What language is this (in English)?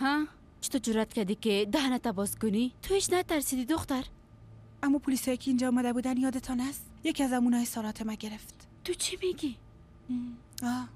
Persian